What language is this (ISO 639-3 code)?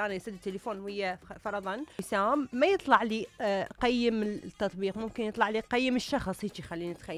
acm